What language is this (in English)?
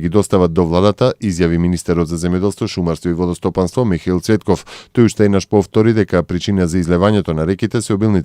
Macedonian